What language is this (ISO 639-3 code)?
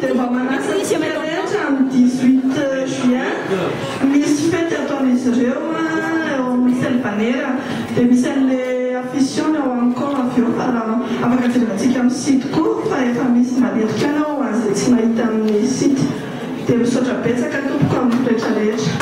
mlg